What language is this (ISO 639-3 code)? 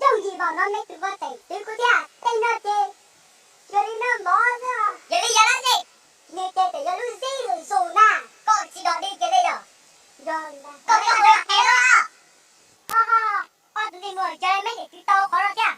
hmn